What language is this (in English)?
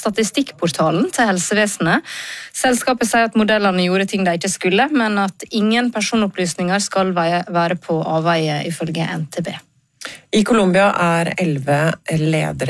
Norwegian